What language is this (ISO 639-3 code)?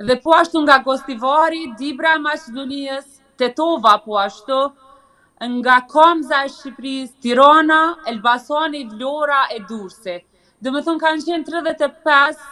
sqi